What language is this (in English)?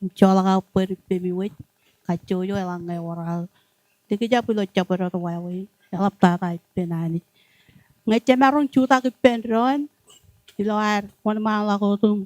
Marshallese